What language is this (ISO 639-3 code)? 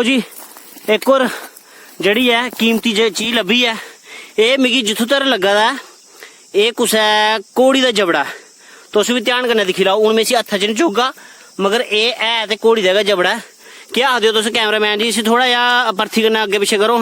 doi